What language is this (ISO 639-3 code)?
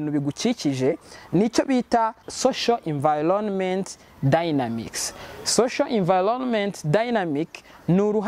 kin